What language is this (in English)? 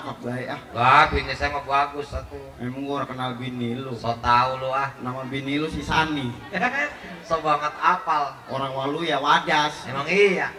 Betawi